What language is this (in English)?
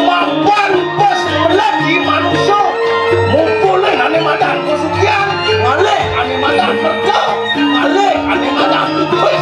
Balinese